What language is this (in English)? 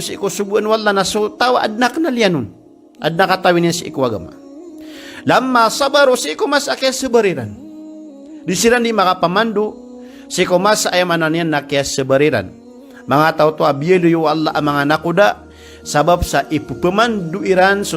Maranao